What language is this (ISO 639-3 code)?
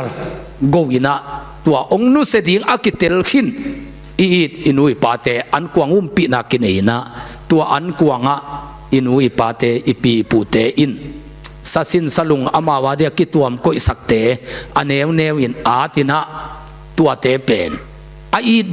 ctd